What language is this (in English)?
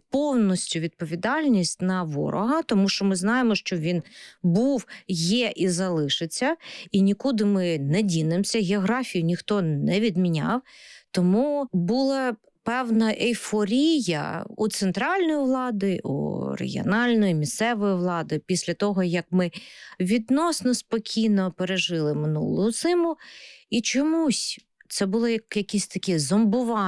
Ukrainian